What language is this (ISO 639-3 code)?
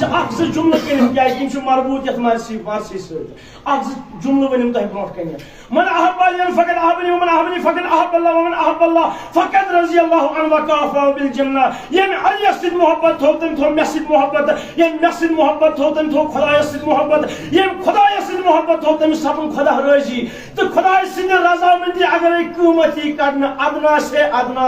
kas